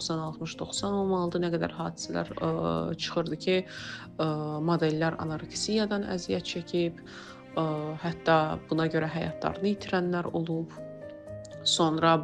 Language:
Azerbaijani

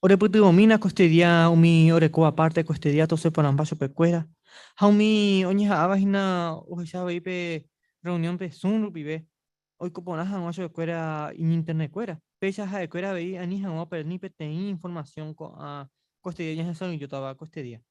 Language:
Guarani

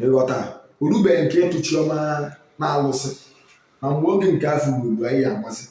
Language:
Igbo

